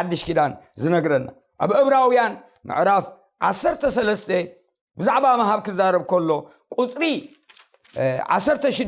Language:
Tigrinya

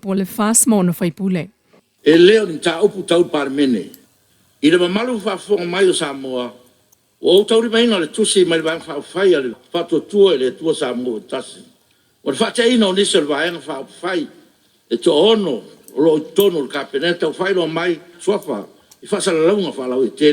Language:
Samoan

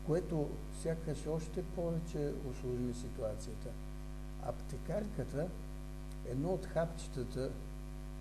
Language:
Bulgarian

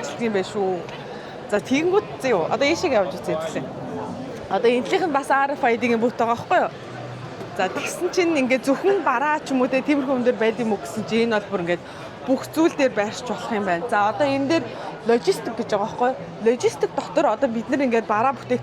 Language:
Mongolian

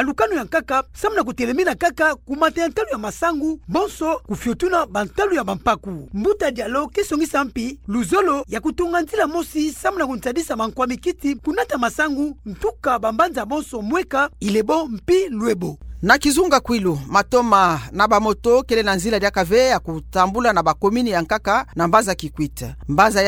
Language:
Kituba (Democratic Republic of Congo)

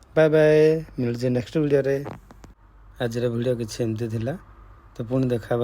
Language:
Odia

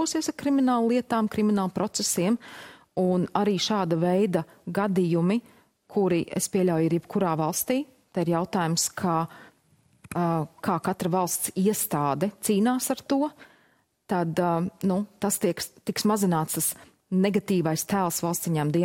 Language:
Latvian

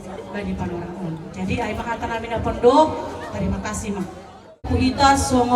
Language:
Batak Simalungun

